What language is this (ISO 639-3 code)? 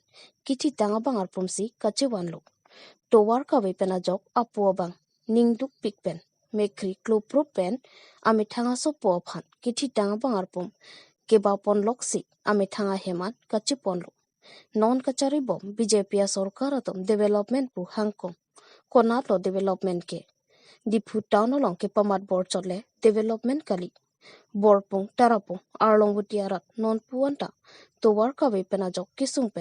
mjw